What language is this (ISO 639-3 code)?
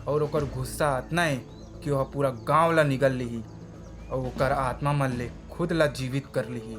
hne